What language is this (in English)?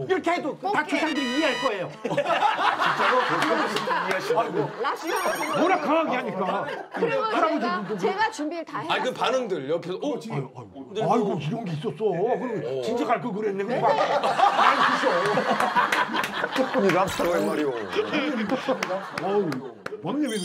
Korean